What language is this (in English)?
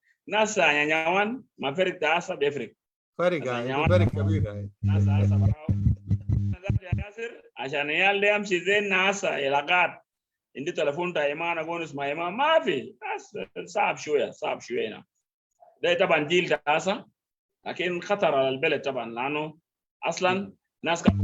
Sudanese Arabic